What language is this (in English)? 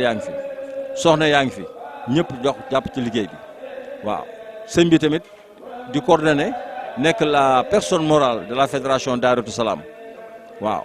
Wolof